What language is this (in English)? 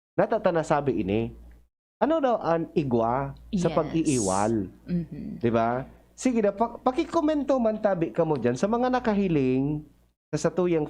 Bikol